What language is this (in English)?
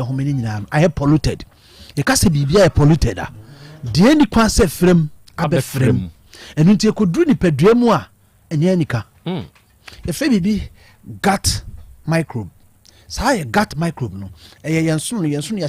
Akan